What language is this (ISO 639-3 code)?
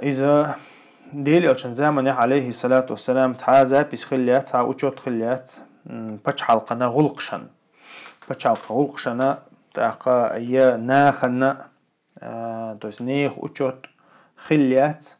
che